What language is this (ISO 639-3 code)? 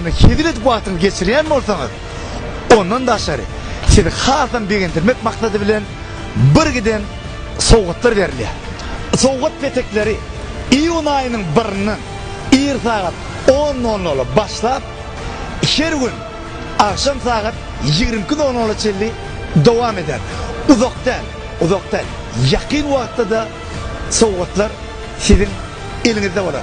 tuk